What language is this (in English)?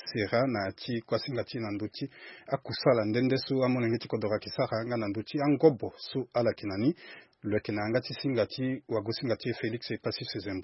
Sango